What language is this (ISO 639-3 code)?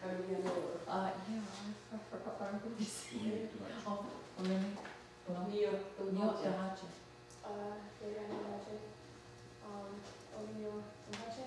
moh